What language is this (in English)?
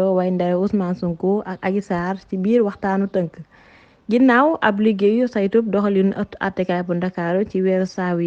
Wolof